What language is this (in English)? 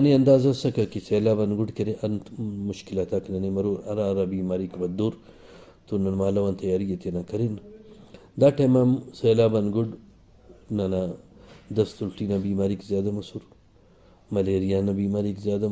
Brahui